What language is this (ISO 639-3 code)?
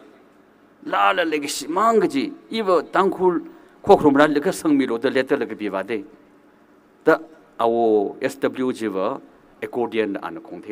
nmf